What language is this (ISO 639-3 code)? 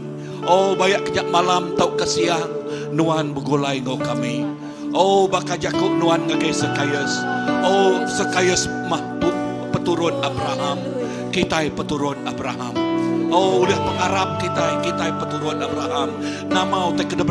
iba